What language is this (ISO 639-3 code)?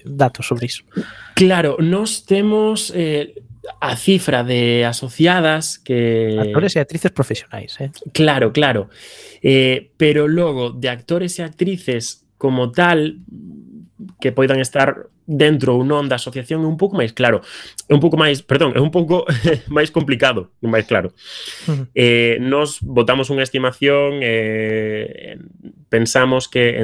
glg